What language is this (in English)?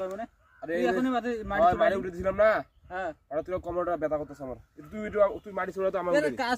Assamese